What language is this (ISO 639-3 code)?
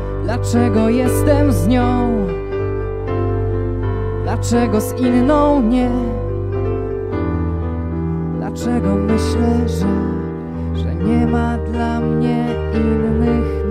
pol